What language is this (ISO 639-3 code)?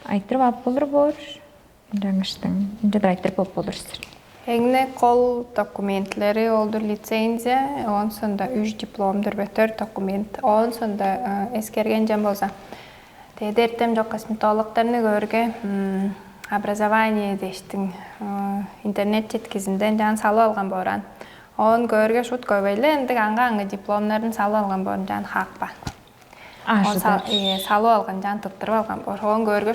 tyv